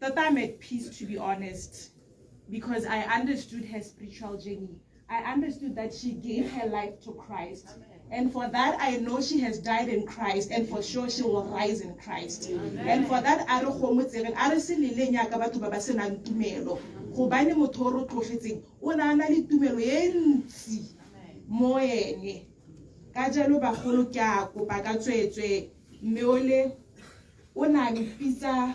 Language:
Tswana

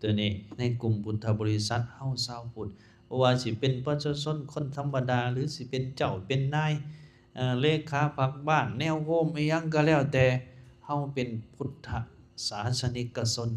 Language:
Lao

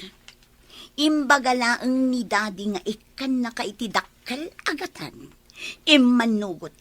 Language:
Iloko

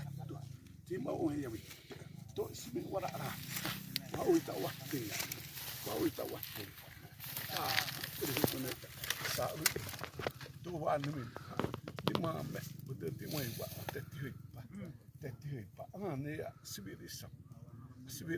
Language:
Xavánte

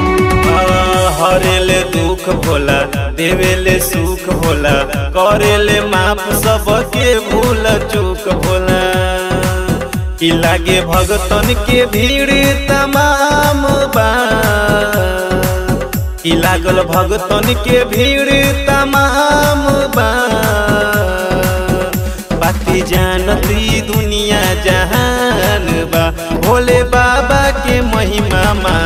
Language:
Bhojpuri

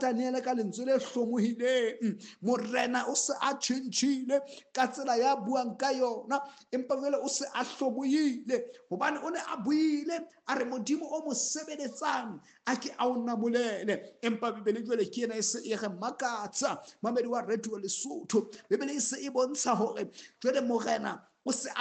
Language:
Southern Sotho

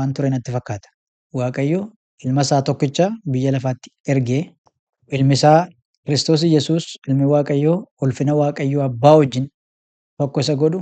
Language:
Oromo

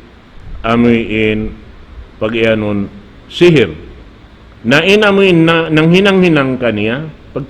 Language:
Tausug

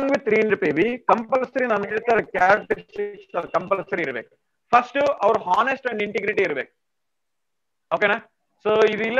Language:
Kannada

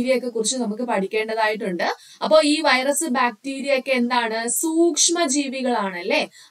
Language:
Malayalam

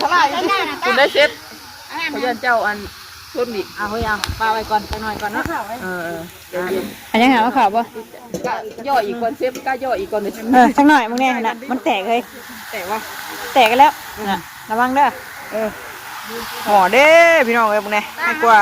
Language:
Northeastern Thai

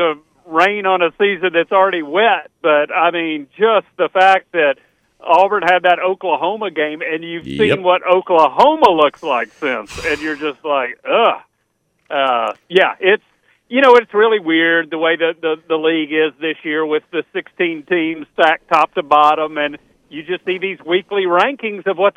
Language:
English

